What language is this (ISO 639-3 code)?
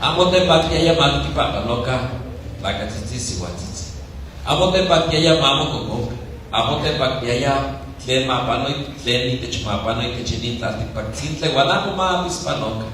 nah